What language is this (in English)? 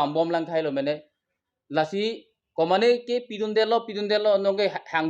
Karbi